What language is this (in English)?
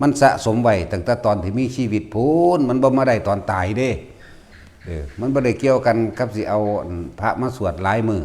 Northeastern Thai